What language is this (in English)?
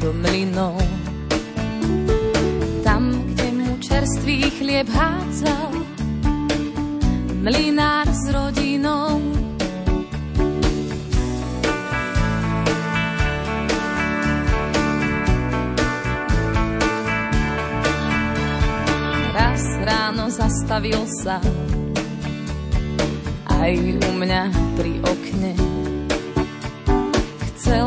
Slovak